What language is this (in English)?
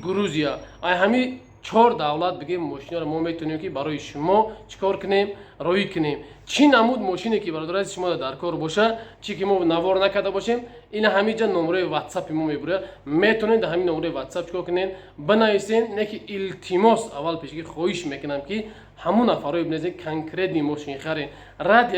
Tajik